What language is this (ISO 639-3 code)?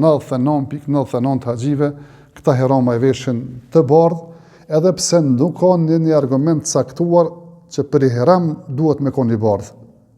sqi